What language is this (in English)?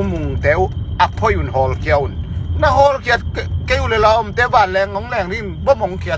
Tedim Chin